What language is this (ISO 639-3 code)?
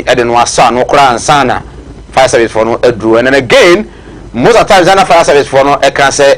aka